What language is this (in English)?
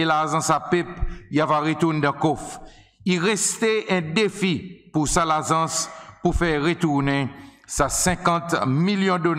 Seselwa Creole French